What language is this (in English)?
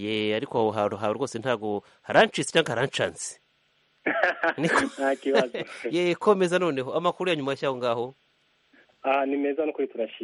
Kinyarwanda